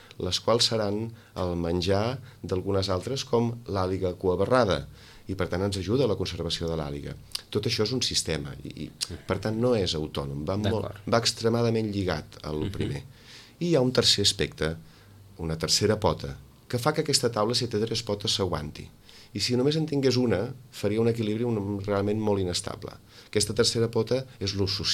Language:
Catalan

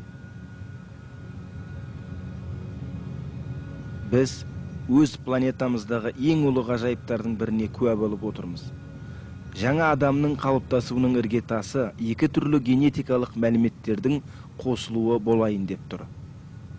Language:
Kazakh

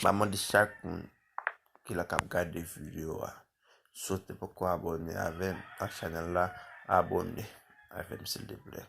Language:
Haitian Creole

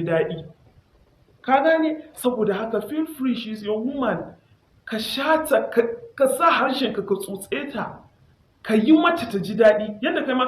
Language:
Hausa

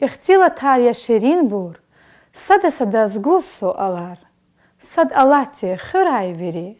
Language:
Lezghian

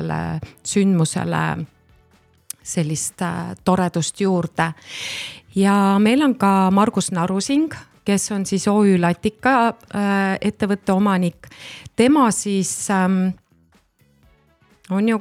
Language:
Estonian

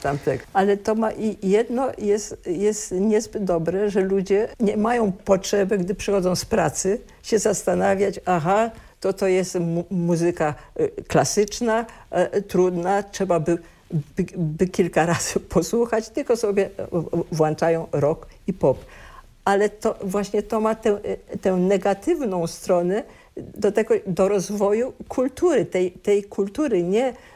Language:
Polish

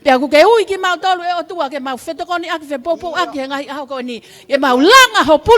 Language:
Tongan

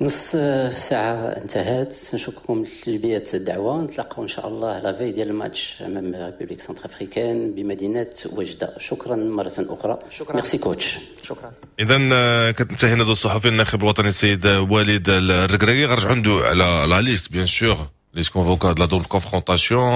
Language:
Moroccan Arabic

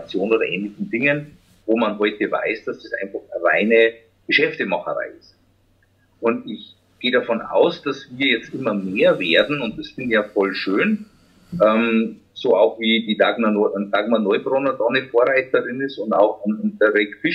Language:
German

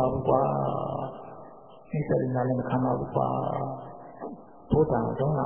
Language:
Burmese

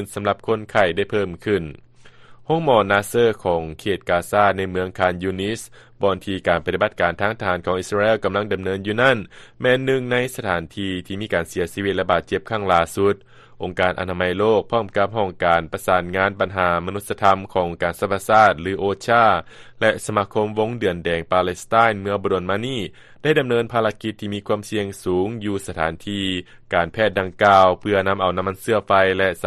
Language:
Lao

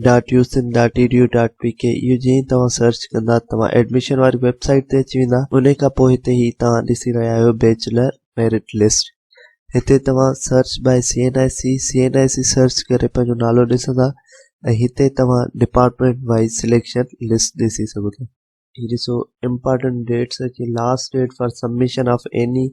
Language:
Sindhi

